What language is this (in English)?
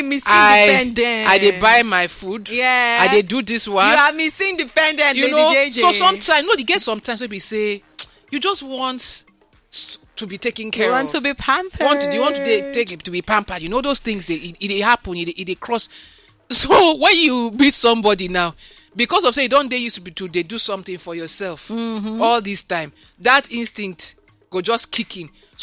Nigerian Pidgin